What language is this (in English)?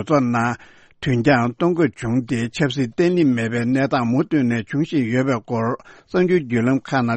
Tibetan